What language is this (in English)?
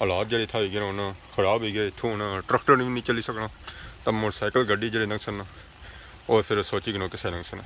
Pahari-Potwari